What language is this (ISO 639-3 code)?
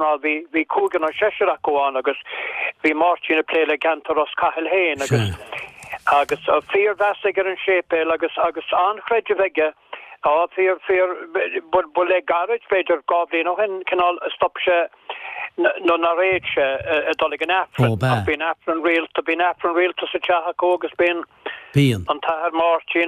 gle